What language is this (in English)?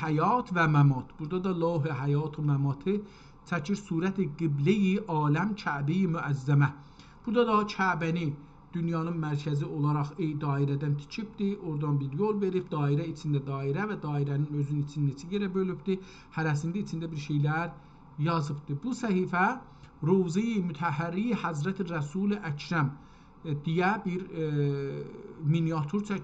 South Azerbaijani